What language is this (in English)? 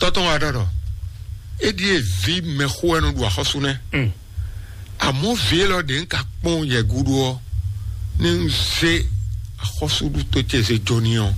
Fon